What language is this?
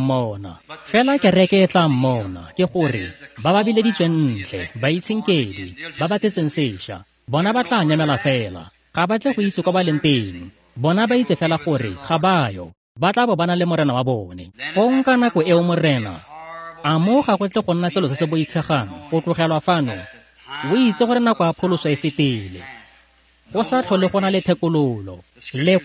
Tswana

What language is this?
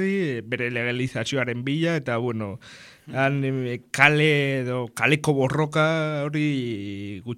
Basque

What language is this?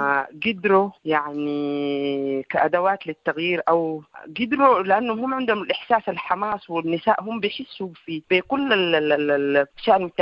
Sudanese Arabic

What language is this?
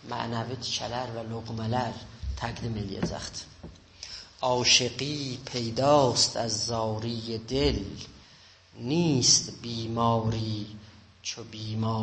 South Azerbaijani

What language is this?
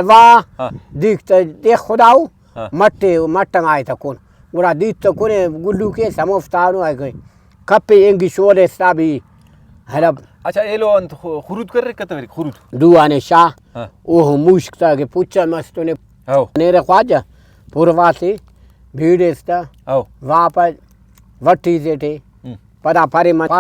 Brahui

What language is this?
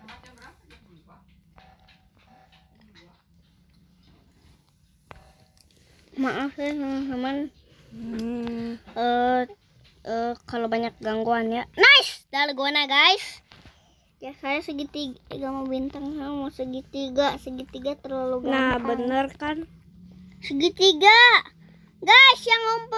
Indonesian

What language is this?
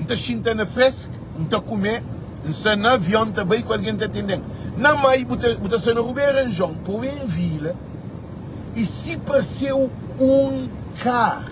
Kabuverdianu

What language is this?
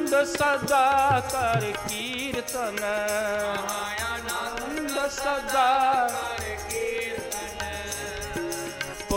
Punjabi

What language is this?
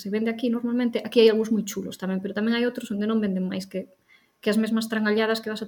Galician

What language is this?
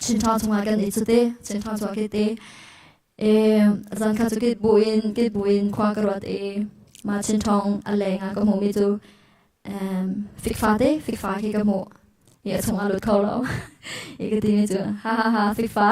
Hakha Chin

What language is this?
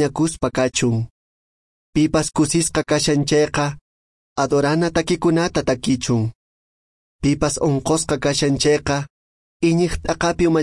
Quechua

